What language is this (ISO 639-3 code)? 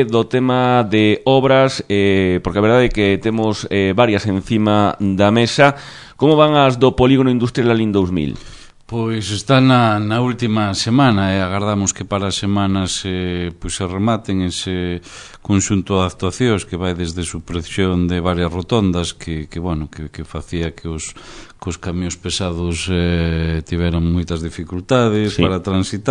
glg